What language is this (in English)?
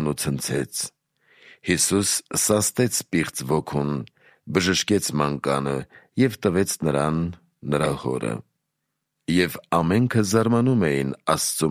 Armenian